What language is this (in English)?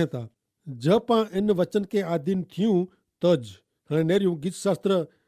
Kachhi